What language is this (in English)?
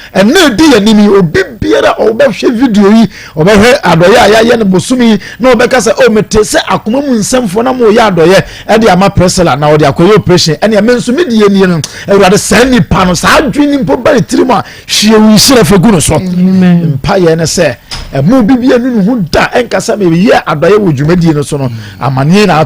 Akan